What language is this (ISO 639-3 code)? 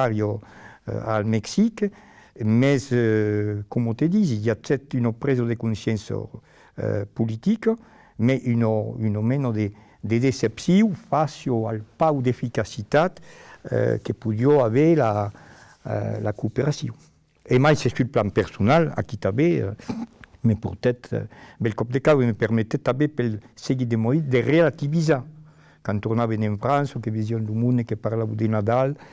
oci